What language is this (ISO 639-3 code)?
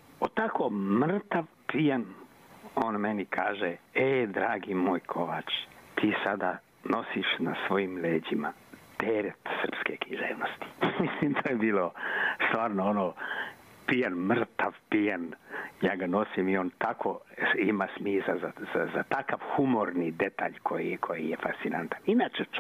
srp